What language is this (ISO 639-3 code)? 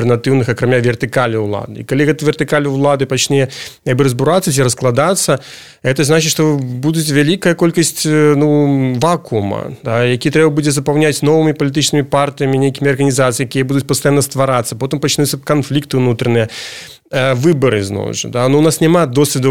bel